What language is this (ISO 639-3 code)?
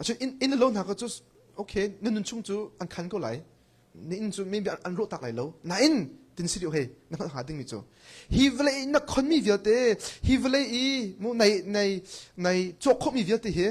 cnh